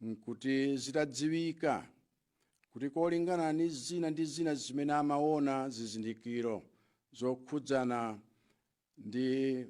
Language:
Nyanja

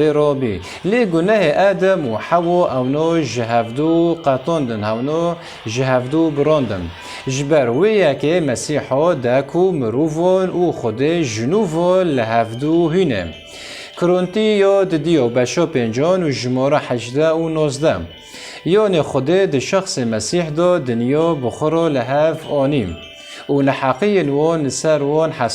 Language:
Kurdish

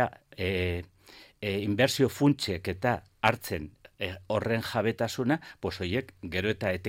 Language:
Basque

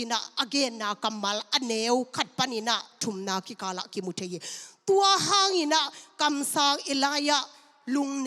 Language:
Tedim Chin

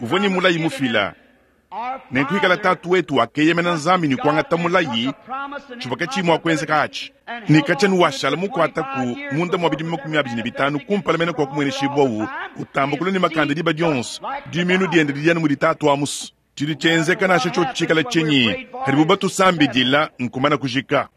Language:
Luba-Lulua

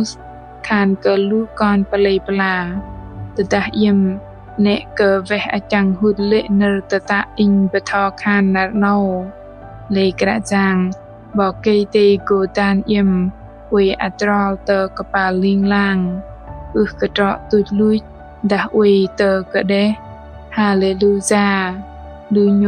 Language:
Bahnar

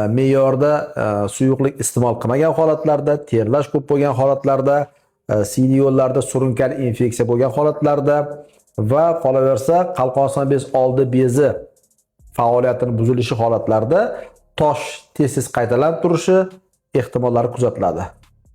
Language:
Uzbek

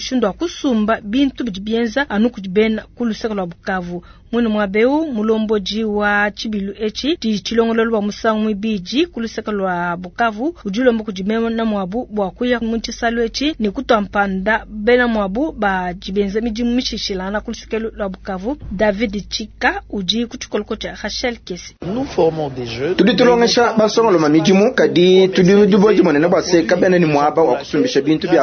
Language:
Luba-Lulua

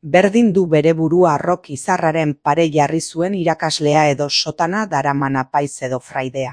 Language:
Basque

